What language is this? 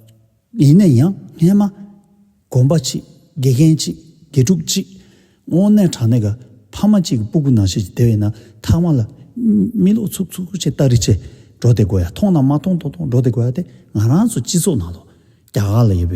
Tibetan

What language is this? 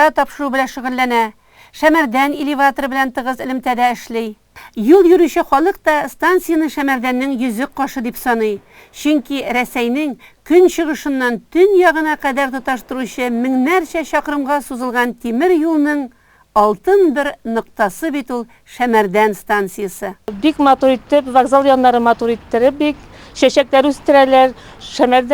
Tatar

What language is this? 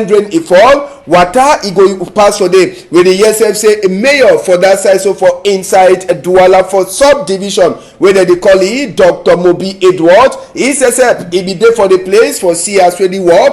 Cameroon Pidgin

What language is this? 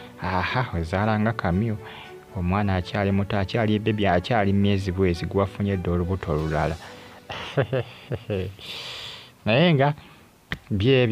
Ganda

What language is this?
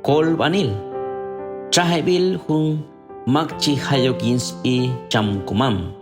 Q'anjob'al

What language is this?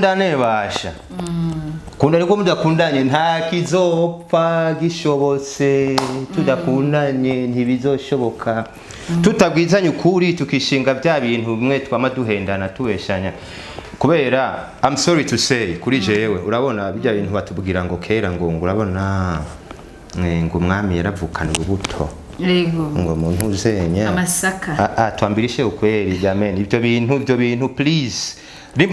Rundi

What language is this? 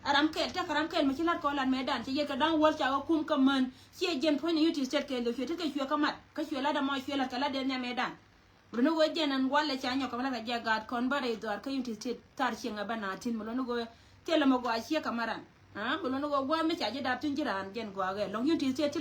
Nuer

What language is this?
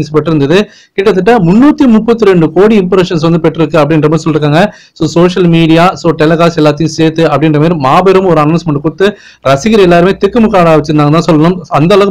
Tamil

